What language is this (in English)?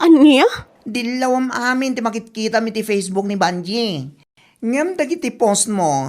Iloko